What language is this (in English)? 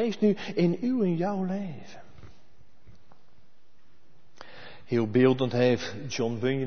Dutch